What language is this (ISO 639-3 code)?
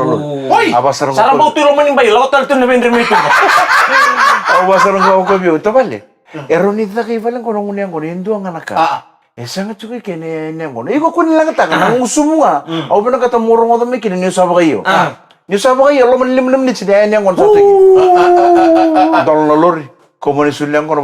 fij